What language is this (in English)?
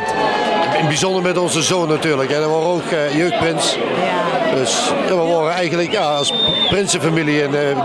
Limburgish